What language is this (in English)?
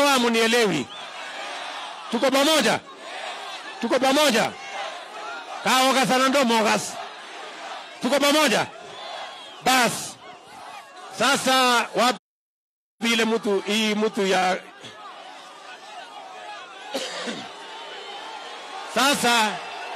Swahili